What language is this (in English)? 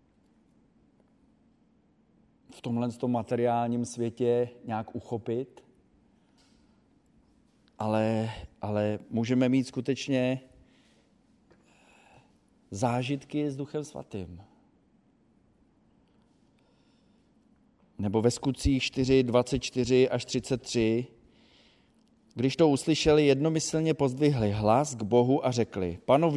Czech